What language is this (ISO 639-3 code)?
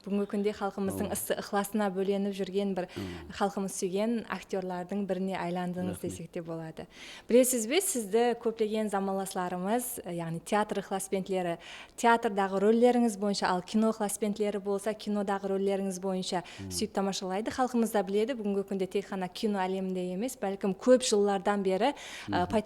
kaa